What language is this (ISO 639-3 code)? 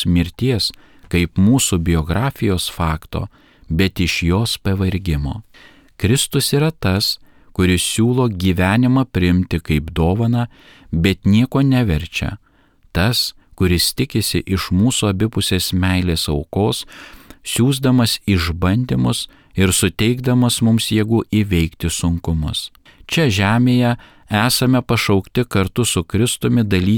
lit